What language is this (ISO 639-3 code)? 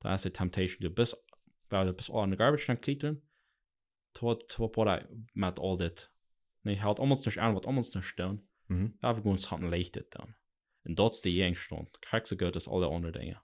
pdt